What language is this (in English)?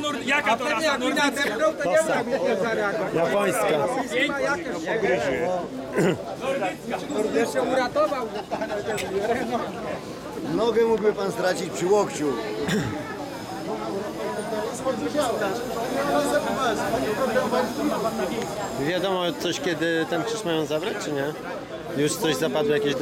Polish